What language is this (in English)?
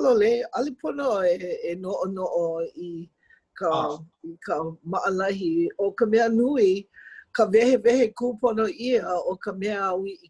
Hawaiian